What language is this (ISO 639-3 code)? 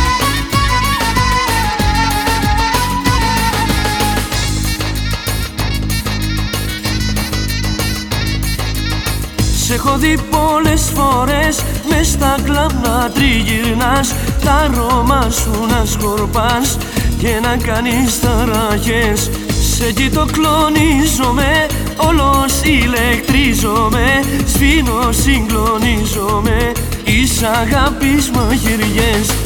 ell